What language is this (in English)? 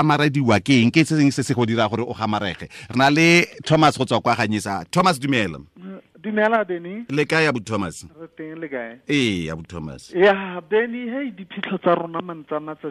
Tswana